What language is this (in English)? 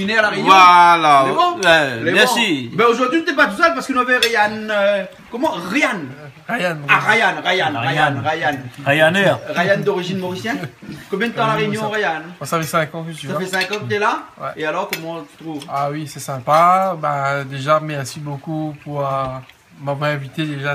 Réunion Creole French